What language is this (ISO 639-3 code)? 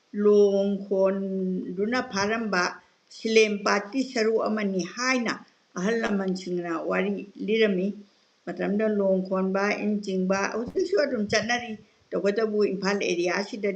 mni